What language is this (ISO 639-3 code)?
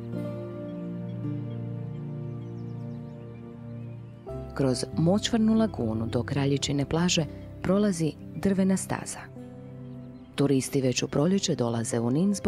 hrv